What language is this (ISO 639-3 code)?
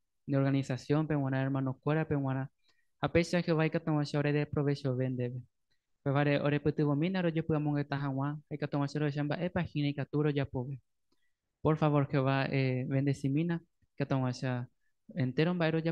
grn